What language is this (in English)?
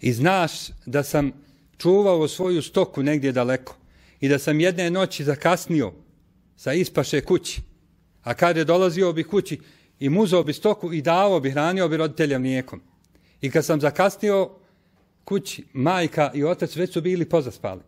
Bosnian